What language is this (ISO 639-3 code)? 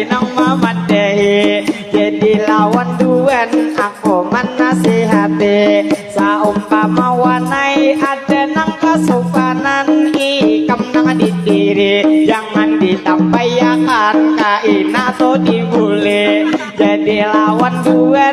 bjn